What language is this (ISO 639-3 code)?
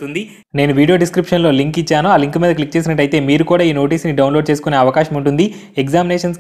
tel